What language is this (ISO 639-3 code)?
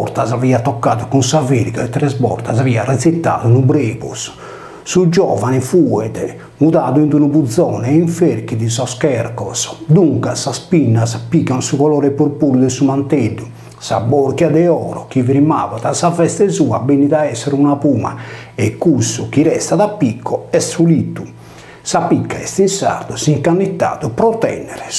srd